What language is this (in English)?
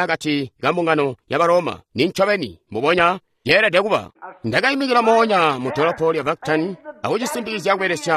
Tonga (Zambia)